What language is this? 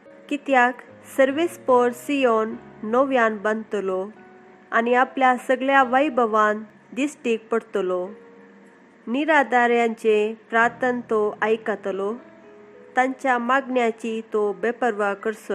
Konkani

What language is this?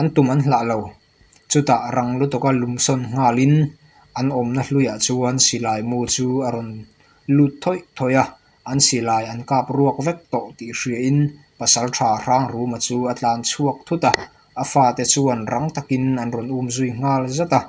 Mizo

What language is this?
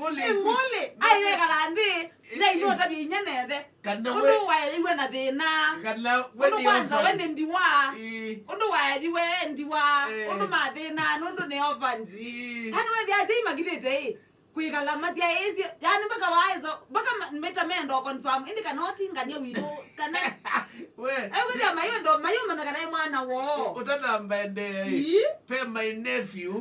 Kamba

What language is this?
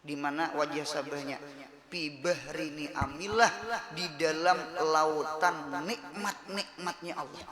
Banjar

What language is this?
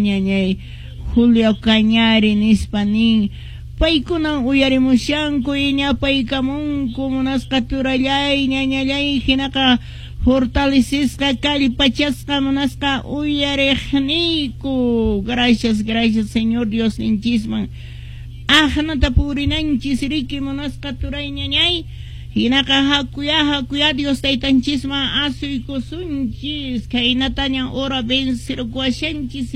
Quechua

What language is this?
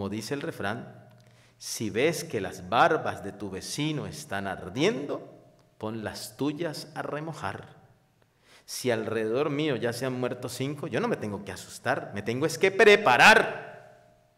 Spanish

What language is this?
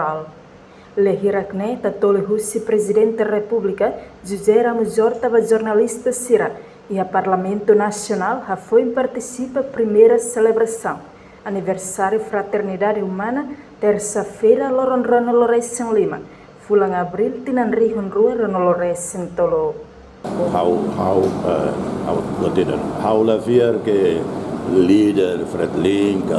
Tetum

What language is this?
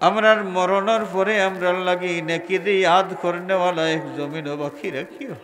Sylheti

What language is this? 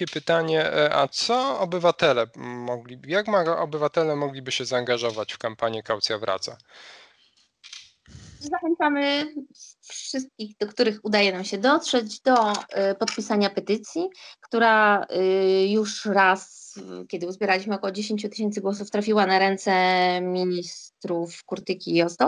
Polish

